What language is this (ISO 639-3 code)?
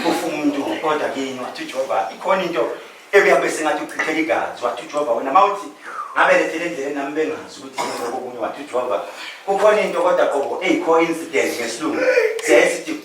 zul